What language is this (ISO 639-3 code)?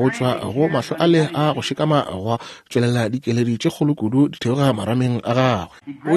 nso